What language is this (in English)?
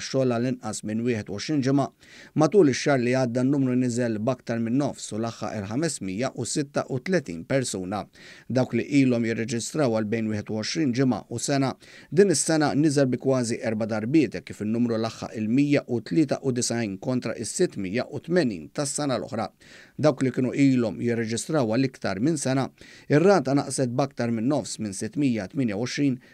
Maltese